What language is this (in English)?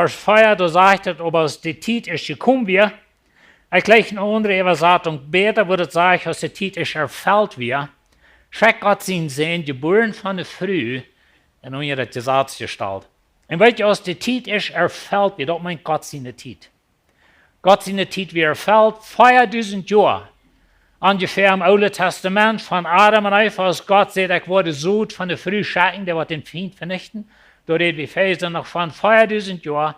Plautdietsch